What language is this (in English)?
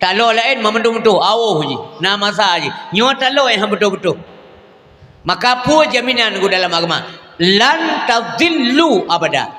Achinese